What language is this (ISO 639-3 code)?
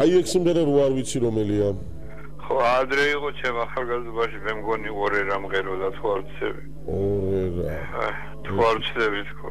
kat